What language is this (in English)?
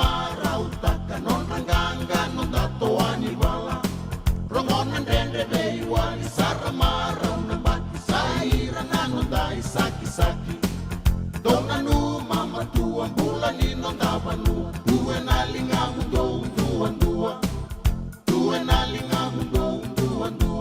Fijian